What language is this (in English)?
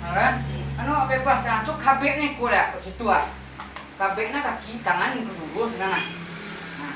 Minangkabau